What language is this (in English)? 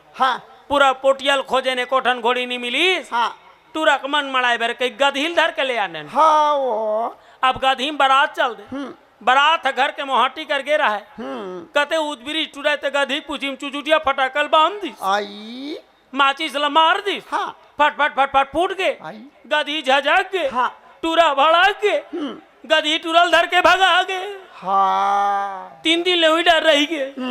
Chhattisgarhi